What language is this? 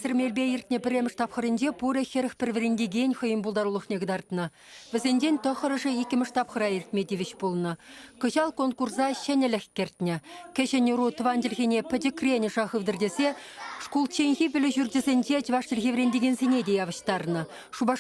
Chuvash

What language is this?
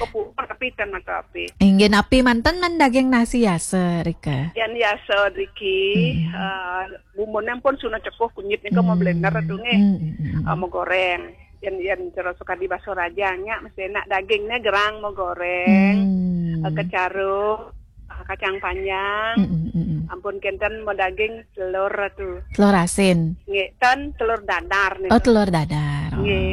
Balinese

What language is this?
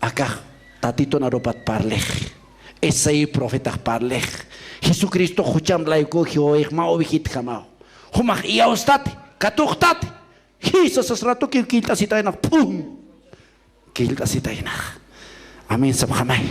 Aymara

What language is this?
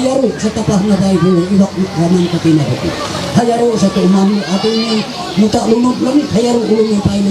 Ma'anyan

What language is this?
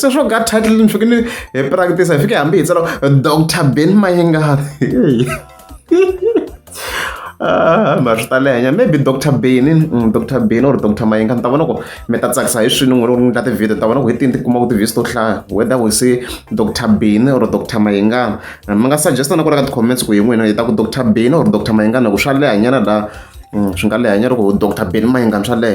Tsonga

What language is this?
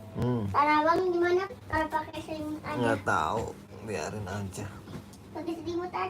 Betawi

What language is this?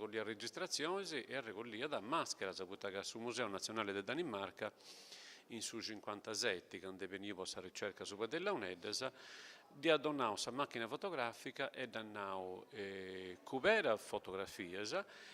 Sardinian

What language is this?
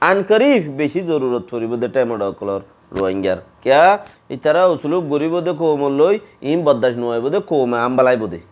Rohingya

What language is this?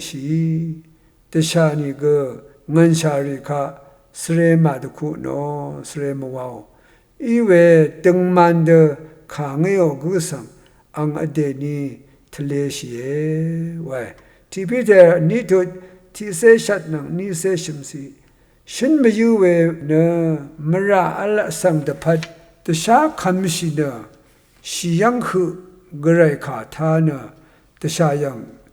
Rawang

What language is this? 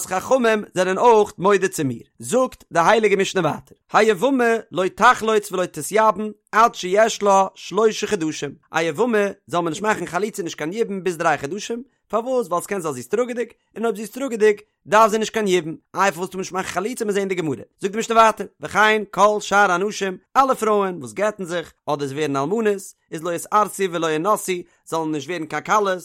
Yiddish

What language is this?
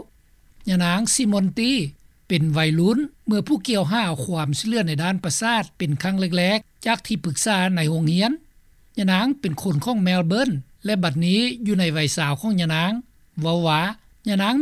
Lao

